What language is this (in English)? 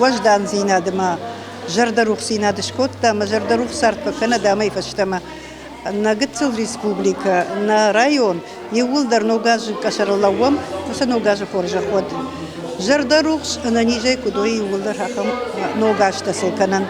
Ossetic